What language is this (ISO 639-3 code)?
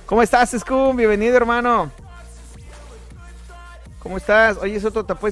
spa